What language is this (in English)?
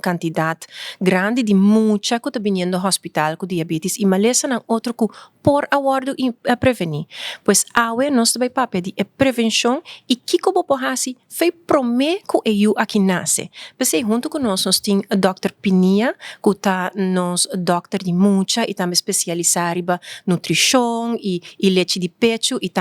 Papiamento